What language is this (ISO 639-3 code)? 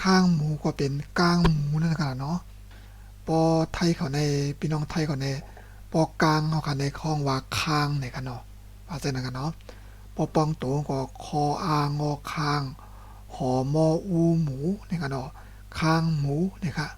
shn